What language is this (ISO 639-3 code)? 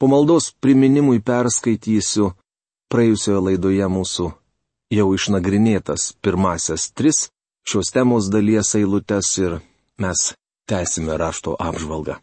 lit